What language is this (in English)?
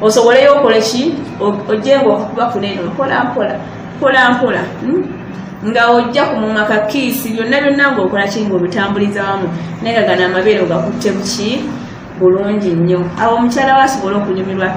Ganda